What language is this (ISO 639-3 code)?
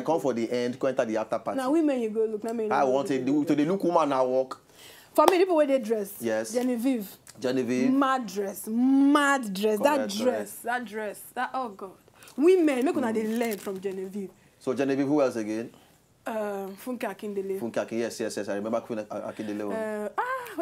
pcm